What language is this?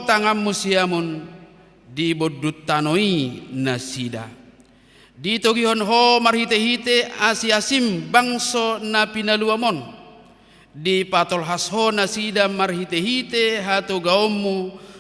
Batak Toba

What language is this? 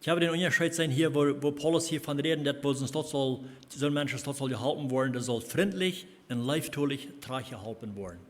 Plautdietsch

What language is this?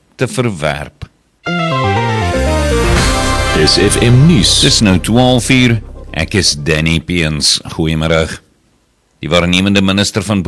Afrikaans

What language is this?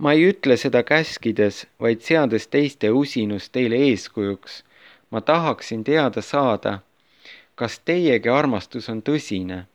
Estonian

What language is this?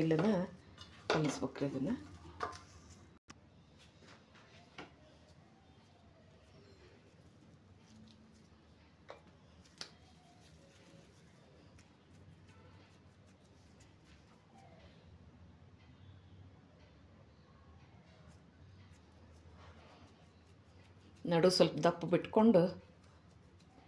Kannada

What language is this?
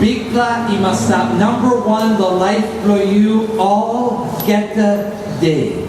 Tok Pisin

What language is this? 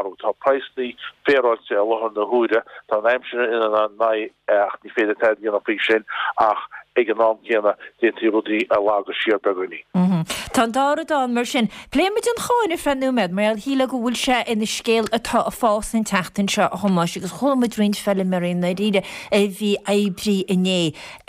Irish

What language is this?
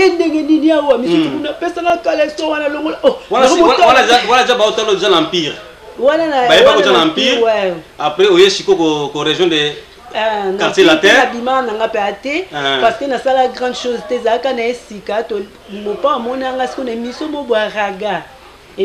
Lingala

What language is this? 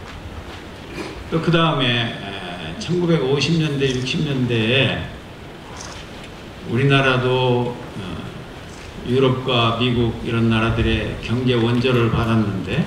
Korean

